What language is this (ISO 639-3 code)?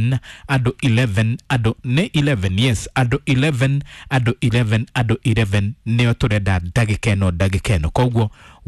kik